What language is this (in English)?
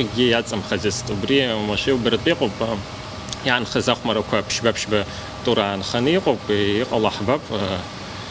Abkhazian